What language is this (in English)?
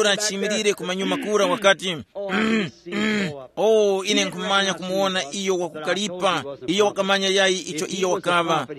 Tumbuka